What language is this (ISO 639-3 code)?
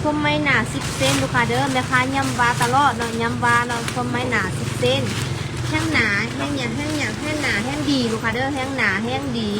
lao